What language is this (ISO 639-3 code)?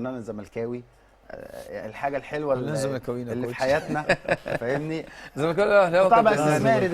arz